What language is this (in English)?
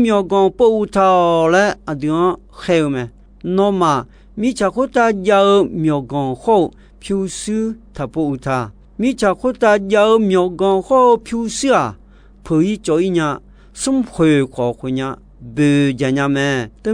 Akha